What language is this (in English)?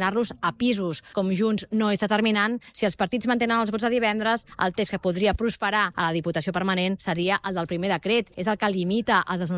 Catalan